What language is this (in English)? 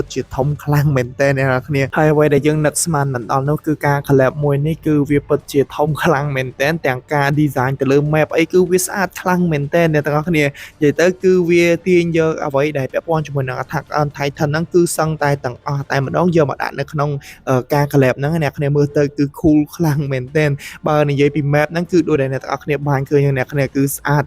Khmer